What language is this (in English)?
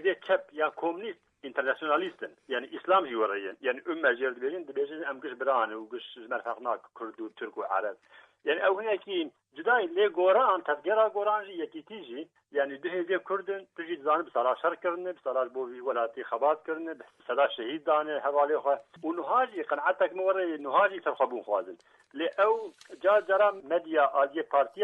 Kurdish